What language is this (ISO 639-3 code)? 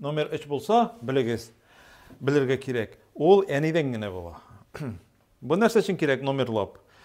tat